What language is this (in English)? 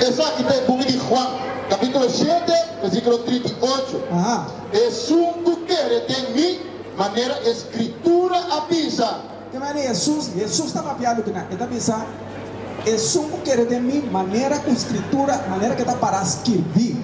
Papiamento